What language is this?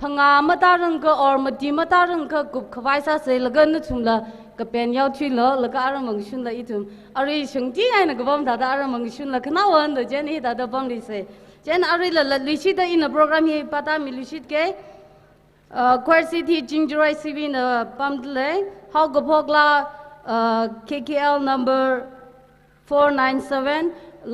Tangkhul Naga (India)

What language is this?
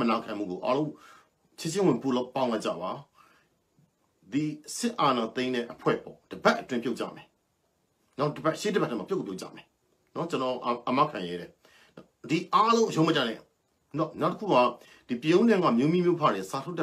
Burmese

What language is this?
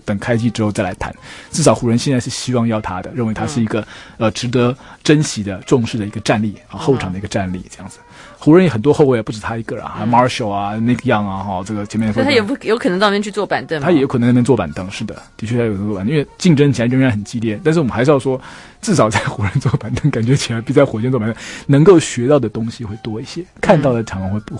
Chinese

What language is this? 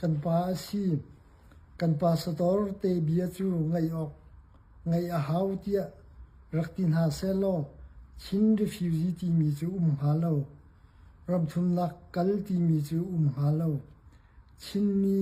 Hakha Chin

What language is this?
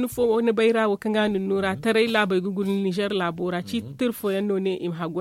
Zarma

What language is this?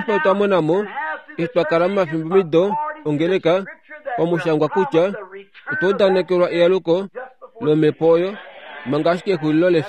Kuanyama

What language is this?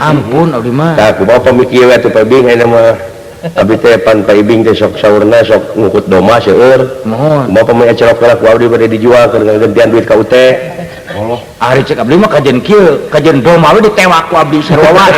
Sundanese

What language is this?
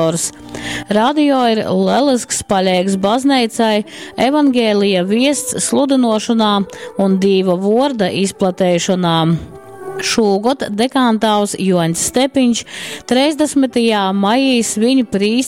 Latgalian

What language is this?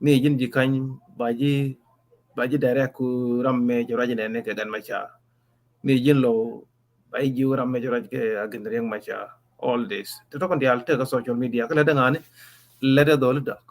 Nuer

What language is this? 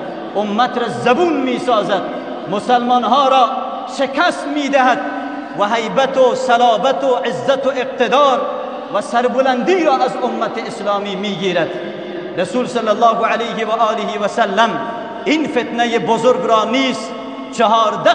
Persian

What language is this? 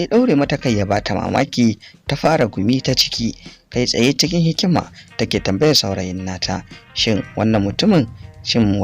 Hausa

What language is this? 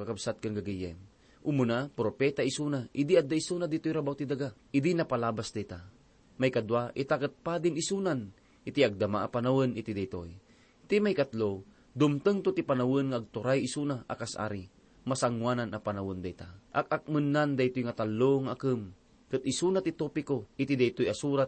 Iloko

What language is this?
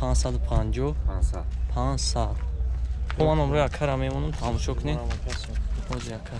Tajik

